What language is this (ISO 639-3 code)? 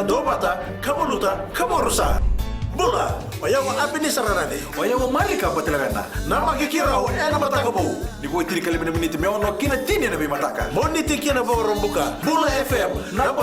fij